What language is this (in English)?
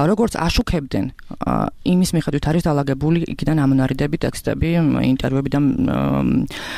Georgian